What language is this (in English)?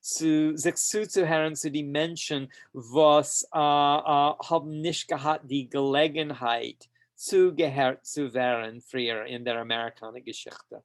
Yiddish